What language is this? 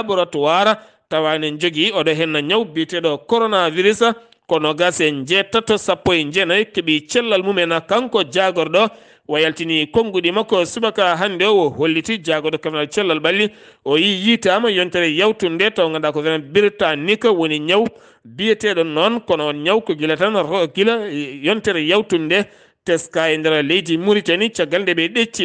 Fula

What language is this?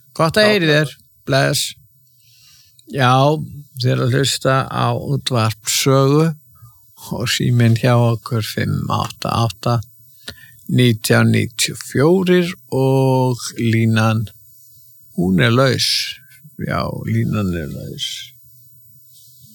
Icelandic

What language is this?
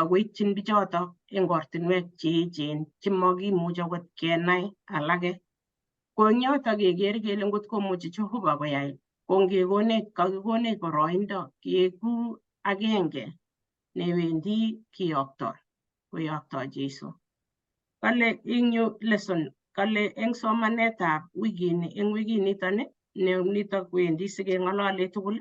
Kalenjin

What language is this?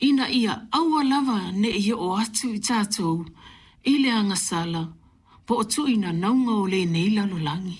Samoan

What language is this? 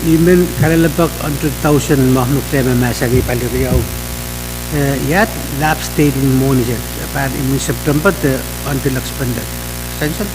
Pohnpeian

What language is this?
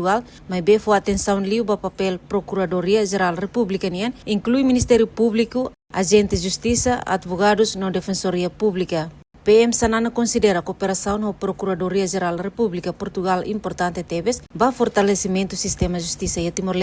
Tetum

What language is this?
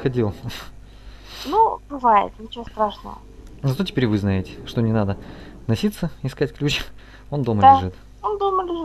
Russian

